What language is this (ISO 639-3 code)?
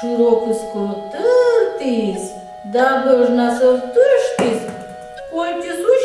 koi